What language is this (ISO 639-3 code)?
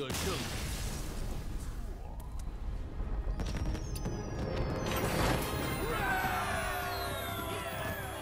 zho